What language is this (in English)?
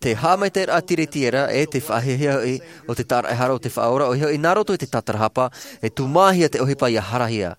Tahitian